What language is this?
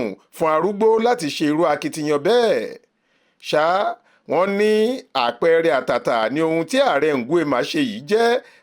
Yoruba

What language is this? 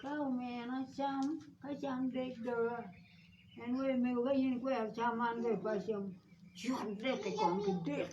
Acoli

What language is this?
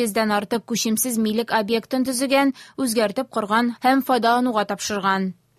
Tatar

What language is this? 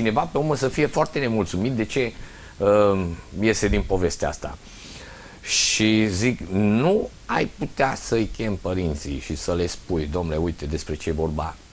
Romanian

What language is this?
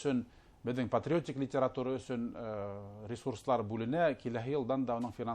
Bashkir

